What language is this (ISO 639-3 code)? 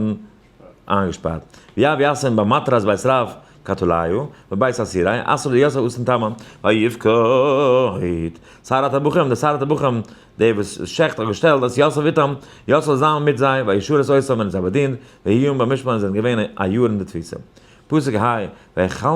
yid